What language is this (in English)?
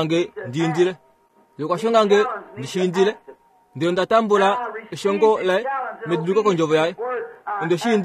Kuanyama